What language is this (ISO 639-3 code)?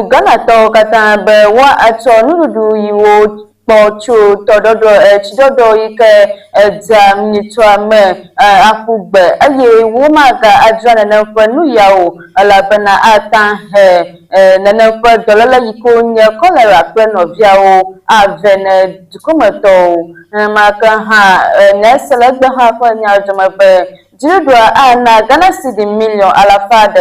ewe